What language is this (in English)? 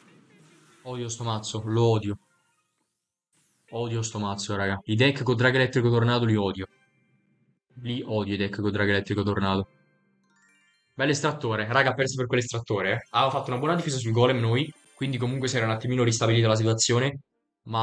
Italian